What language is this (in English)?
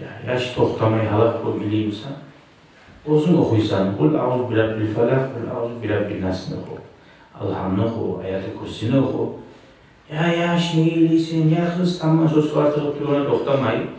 Kumyk